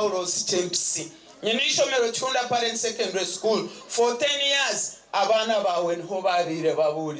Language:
Nyankole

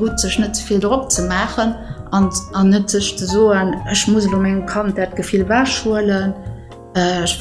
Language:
Luxembourgish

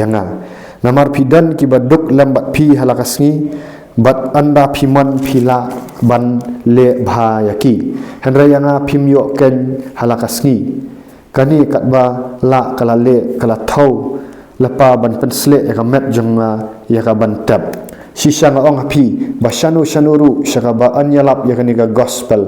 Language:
Khasi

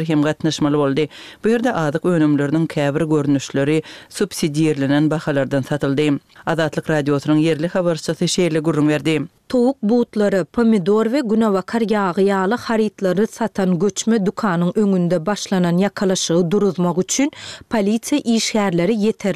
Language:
Turkmen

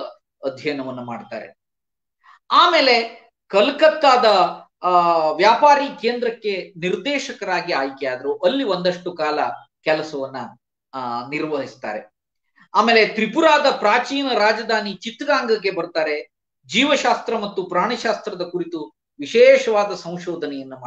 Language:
Kannada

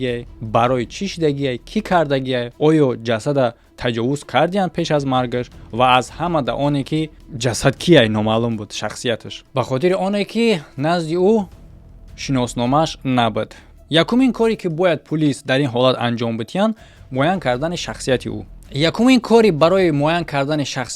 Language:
Tajik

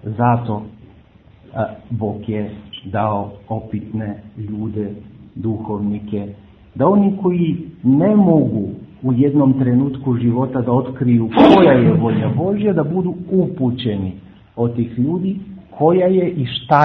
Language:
Serbian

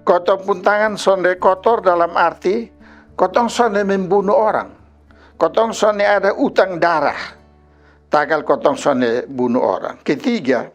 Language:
Kupang Malay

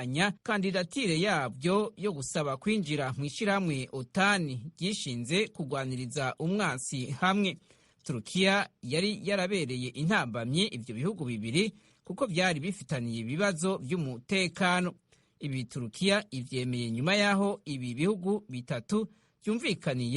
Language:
Rundi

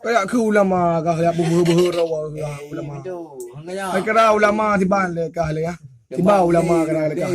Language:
Achinese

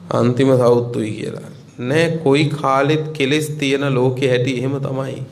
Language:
Sinhala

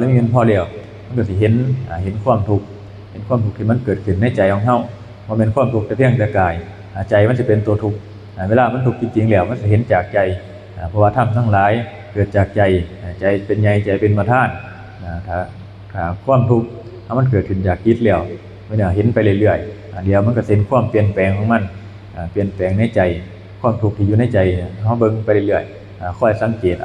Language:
Northeastern Thai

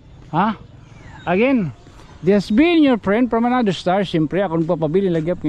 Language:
Waray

